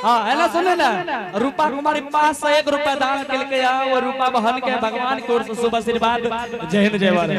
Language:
Angika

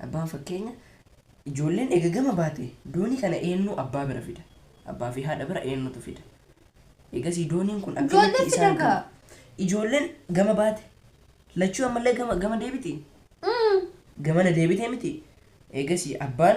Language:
Oromo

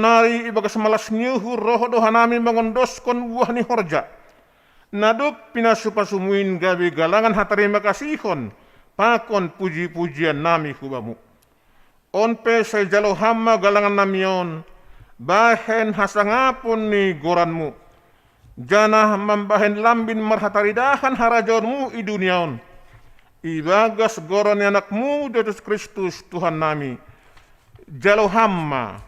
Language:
Batak Simalungun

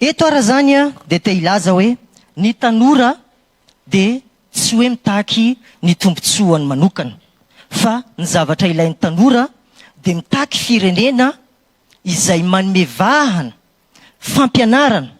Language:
Malagasy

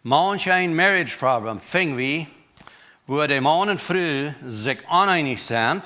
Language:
Plautdietsch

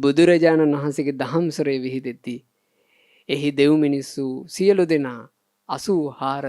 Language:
Sinhala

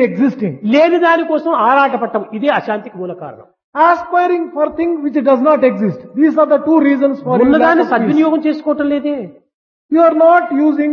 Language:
Telugu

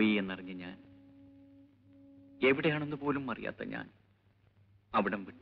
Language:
Malayalam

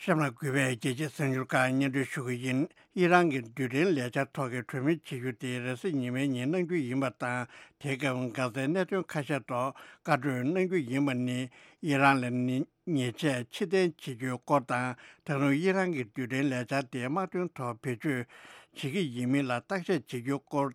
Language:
Tibetan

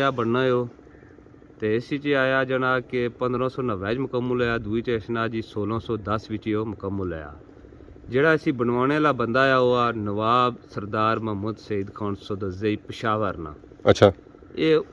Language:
Pahari-Potwari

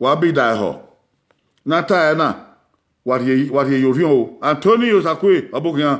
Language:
Bini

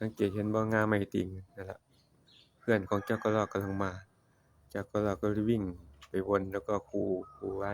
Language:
Northeastern Thai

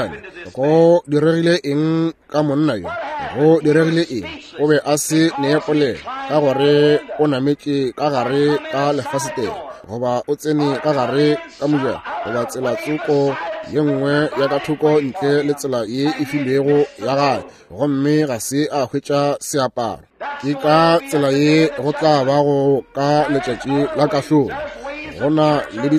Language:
Northern Sotho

